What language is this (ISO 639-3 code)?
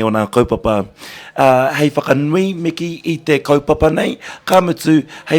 mri